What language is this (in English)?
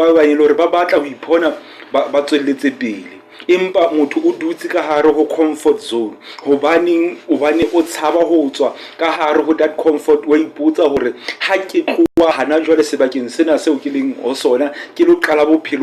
Southern Sotho